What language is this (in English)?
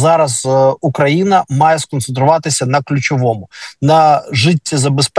Ukrainian